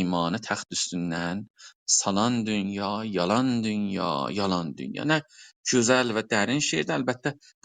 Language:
South Azerbaijani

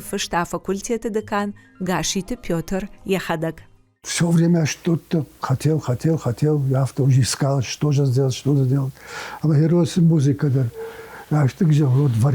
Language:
Ossetic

